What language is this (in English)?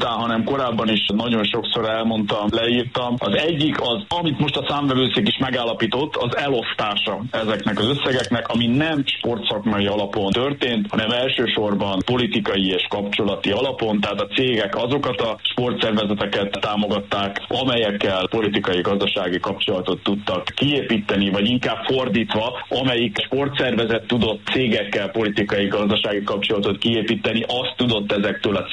Hungarian